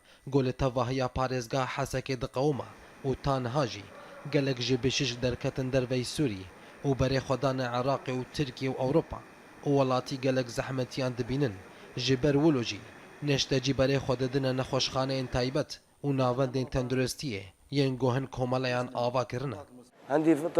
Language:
Kurdish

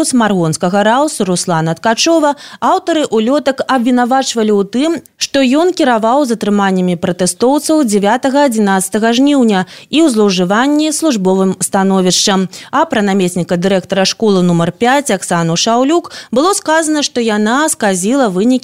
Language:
Belarusian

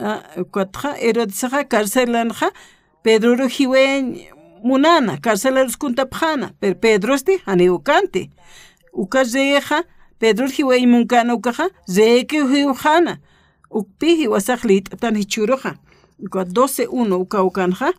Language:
Aymara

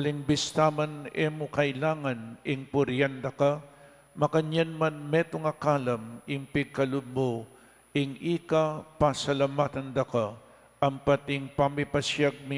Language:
Pampanga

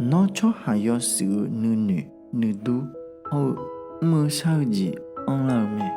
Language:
Akha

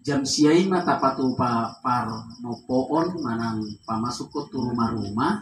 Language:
Batak Toba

